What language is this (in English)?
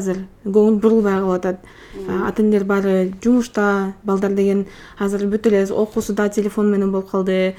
Kyrgyz